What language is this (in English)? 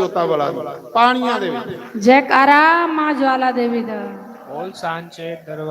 Dogri